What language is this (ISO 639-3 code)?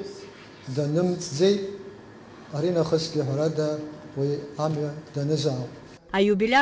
abk